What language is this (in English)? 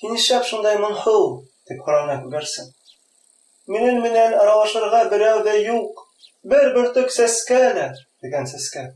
Bashkir